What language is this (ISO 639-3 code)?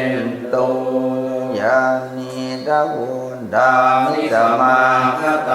pli